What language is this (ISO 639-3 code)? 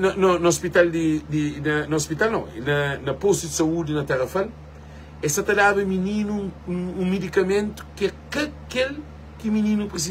kea